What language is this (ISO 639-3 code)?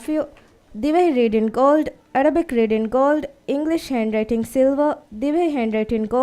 div